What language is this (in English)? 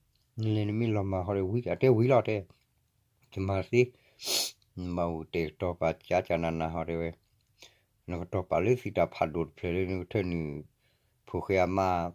S'gaw Karen